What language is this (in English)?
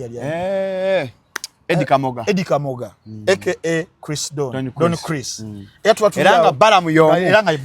Ganda